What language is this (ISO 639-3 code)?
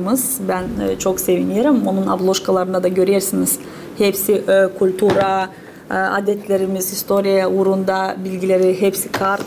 gag